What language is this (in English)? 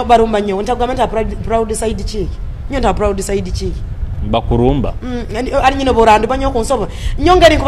Nyoro